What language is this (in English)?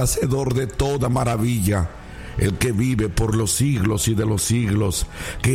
Spanish